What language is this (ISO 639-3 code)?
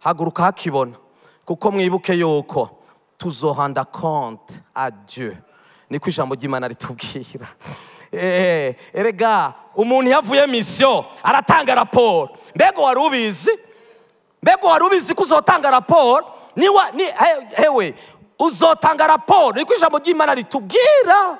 run